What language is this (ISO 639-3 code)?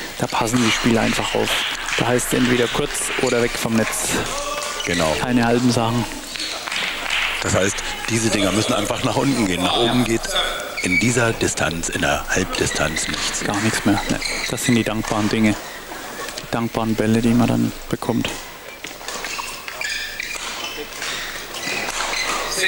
deu